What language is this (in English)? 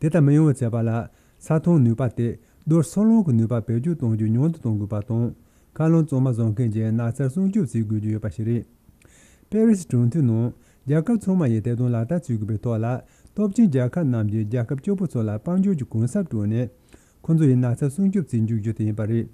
Tibetan